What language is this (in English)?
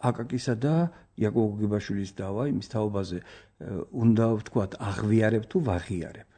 Georgian